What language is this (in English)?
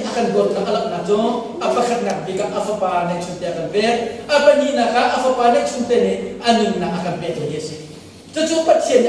Hakha Chin